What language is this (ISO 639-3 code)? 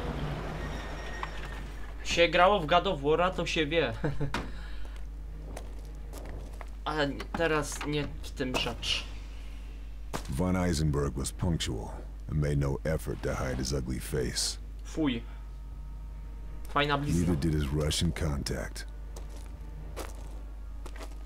pol